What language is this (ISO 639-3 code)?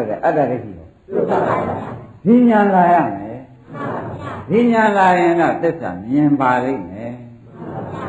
mya